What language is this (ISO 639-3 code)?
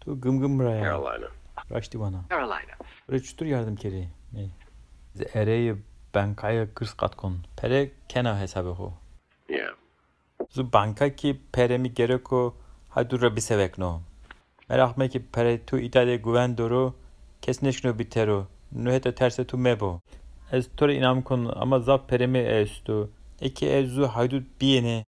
zza